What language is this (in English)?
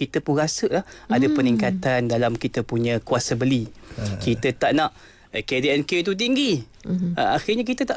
Malay